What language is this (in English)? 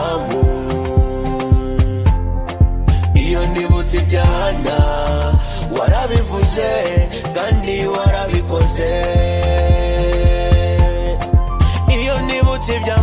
Kinyarwanda